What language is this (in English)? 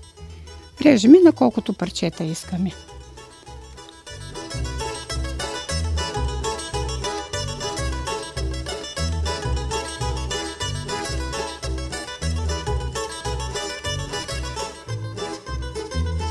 Bulgarian